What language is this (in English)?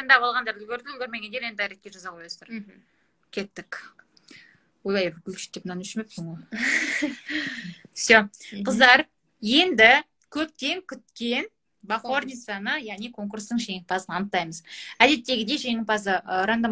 Kazakh